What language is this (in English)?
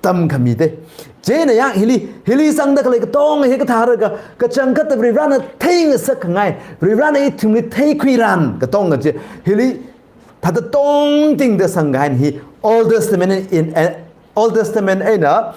Tangkhul Naga (India)